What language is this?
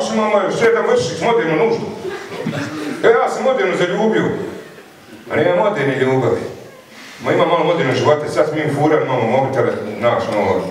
Bosnian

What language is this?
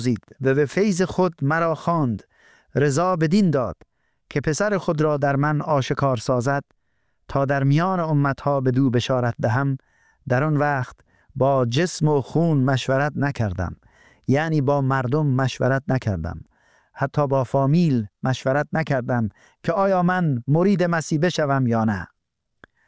Persian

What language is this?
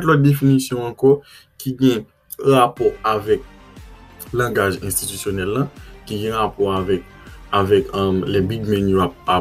Haitian Creole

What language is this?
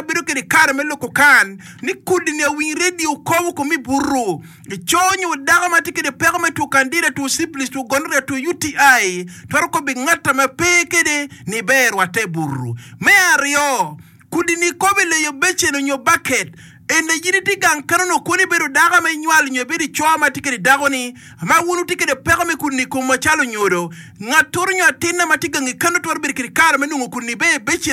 Acoli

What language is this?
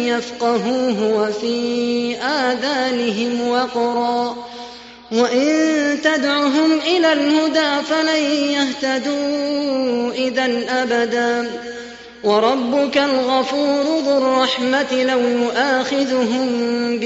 Arabic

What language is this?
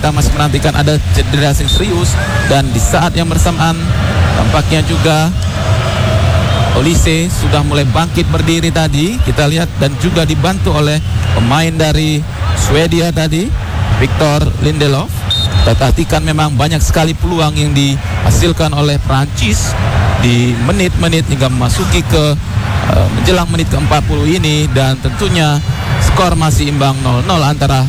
Indonesian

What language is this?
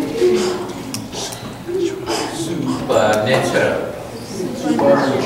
Burmese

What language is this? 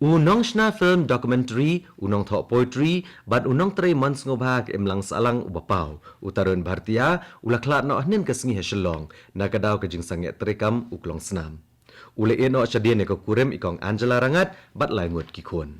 Khasi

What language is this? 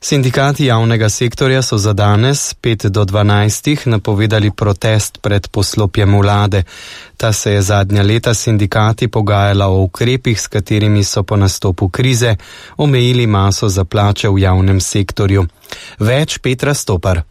Slovenian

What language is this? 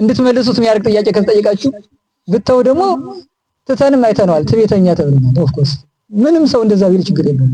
Amharic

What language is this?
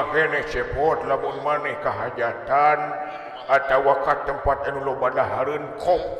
Sundanese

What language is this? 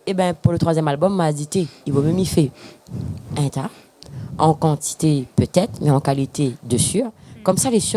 Réunion Creole French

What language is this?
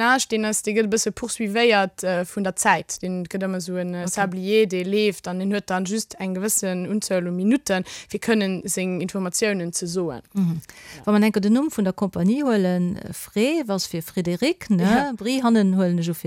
Luxembourgish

